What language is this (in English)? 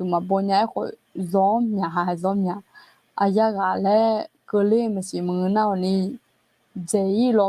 Akha